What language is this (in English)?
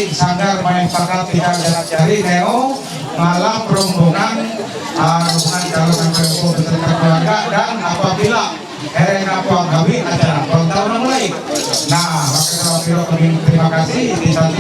Ma'anyan